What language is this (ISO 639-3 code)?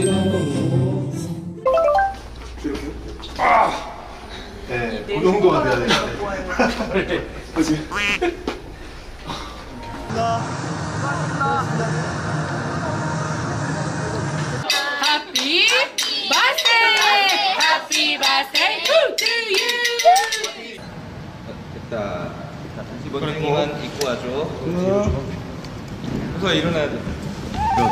kor